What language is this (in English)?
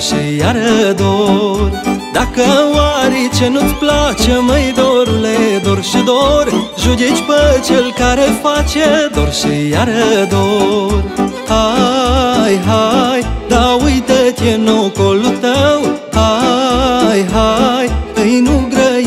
Romanian